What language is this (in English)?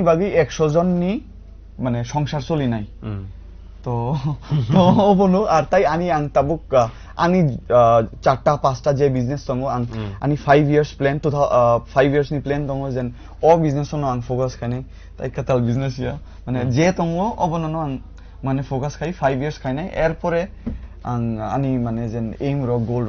Kok Borok